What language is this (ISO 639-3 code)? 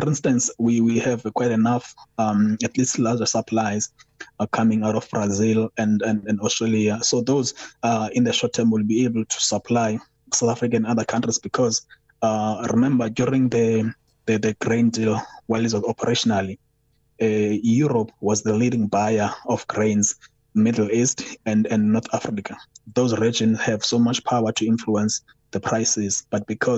eng